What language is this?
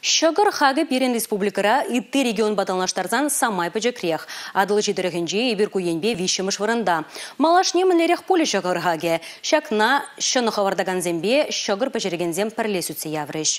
Chuvash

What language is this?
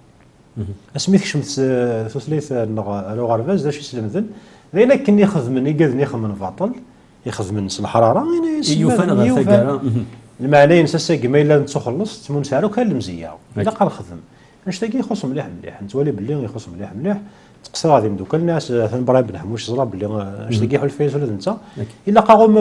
Kabyle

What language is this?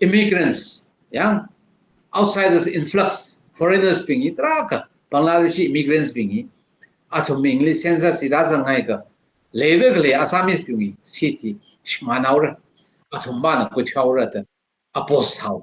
Tangkhul Naga (India)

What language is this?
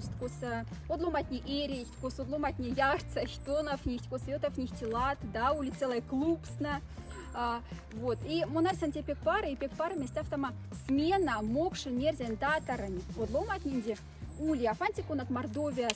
Moksha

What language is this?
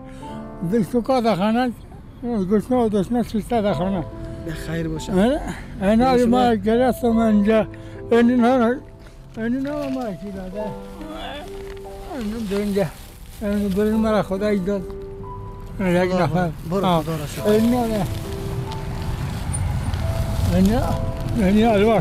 Persian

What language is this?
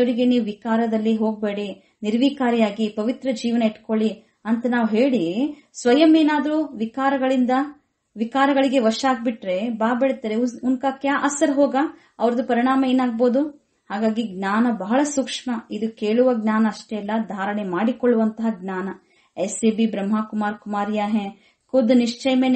Kannada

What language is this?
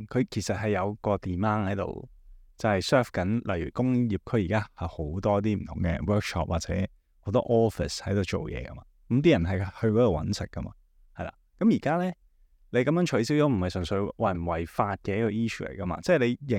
Cantonese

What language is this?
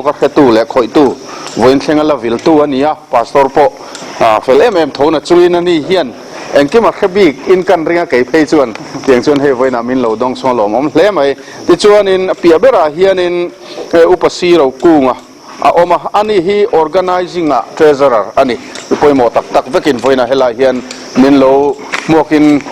Mizo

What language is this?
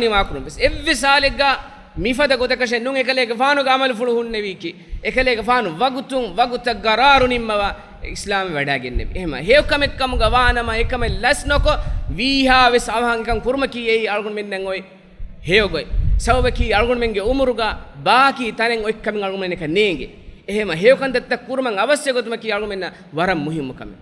Divehi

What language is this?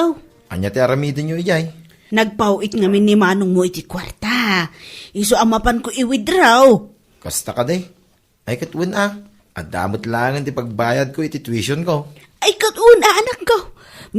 Iloko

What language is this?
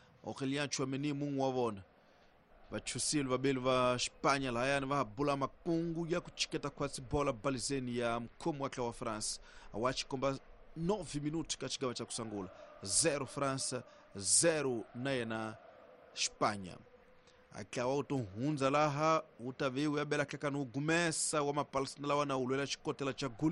Tsonga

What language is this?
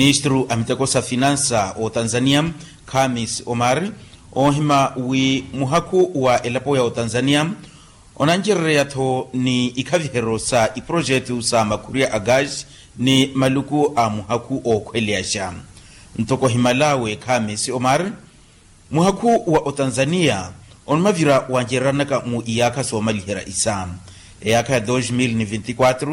Makhuwa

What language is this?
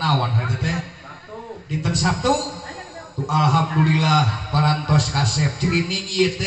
Sundanese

